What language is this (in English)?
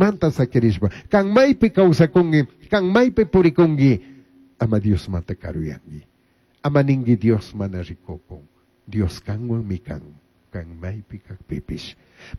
Chimborazo Highland Quichua